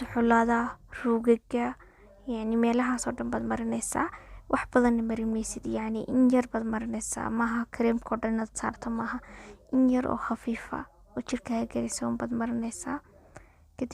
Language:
Somali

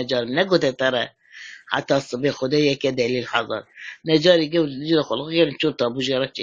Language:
Kurdish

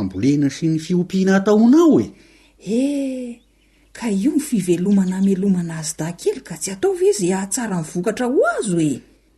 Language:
Malagasy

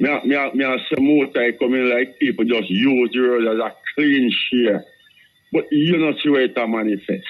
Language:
Jamaican Creole English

